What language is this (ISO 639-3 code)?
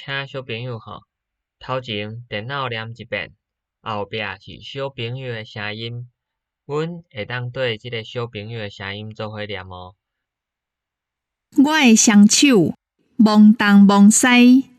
nan